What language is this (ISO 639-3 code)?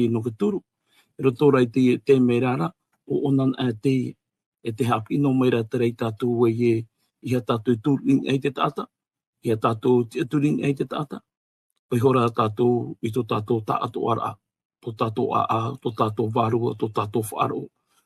tah